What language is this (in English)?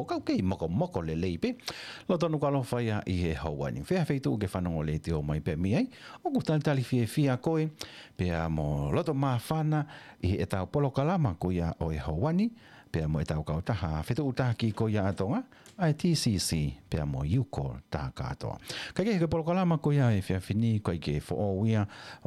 Tongan